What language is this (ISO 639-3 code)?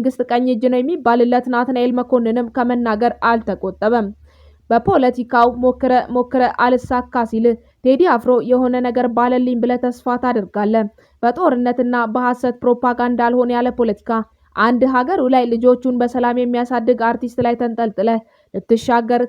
amh